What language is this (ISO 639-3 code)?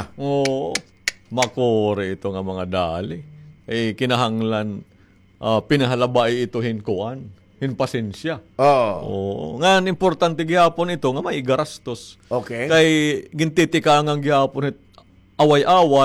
war